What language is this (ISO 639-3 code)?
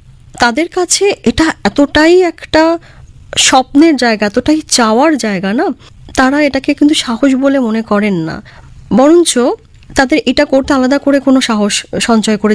ben